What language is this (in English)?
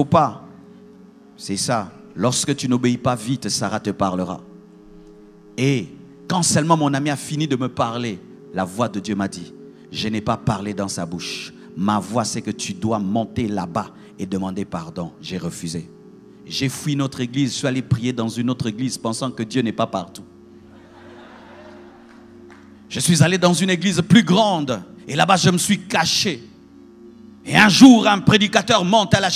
French